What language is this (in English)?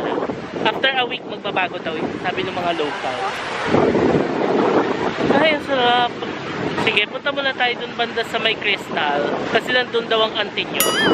Filipino